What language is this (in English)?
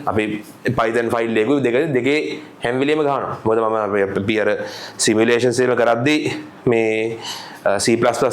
Sinhala